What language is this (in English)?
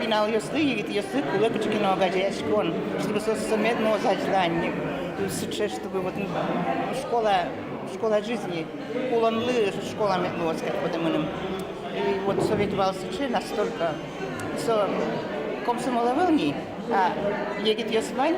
Udmurt